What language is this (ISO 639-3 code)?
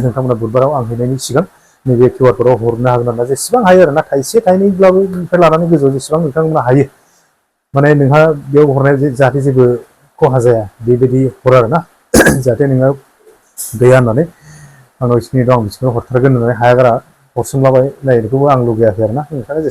brx